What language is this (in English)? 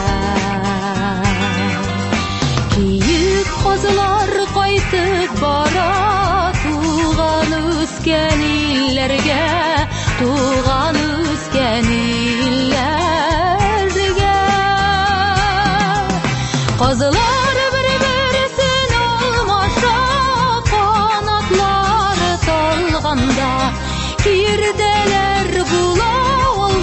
Tatar